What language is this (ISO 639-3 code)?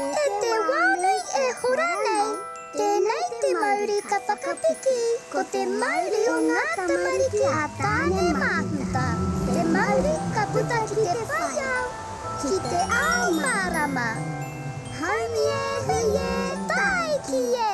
mri